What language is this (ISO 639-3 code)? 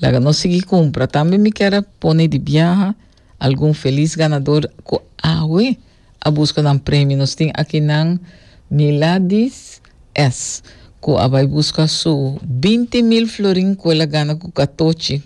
pap